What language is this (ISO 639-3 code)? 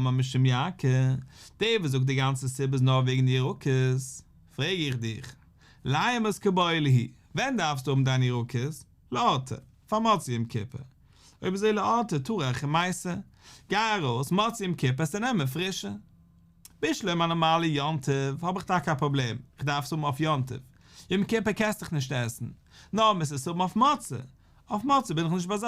yid